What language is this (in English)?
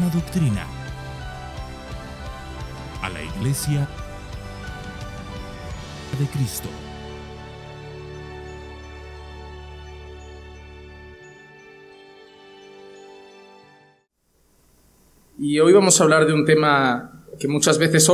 Spanish